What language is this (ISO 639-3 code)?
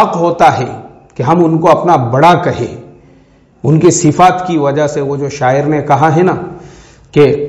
urd